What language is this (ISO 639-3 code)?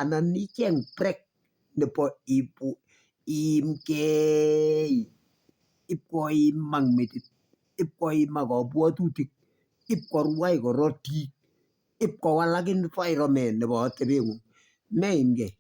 kln